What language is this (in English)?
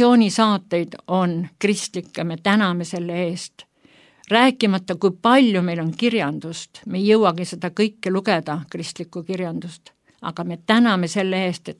Estonian